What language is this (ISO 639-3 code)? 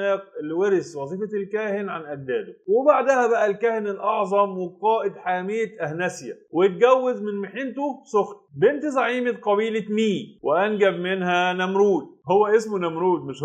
arz